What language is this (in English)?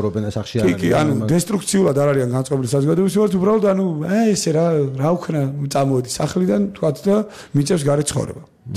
Georgian